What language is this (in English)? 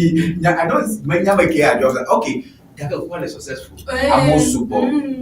Ewe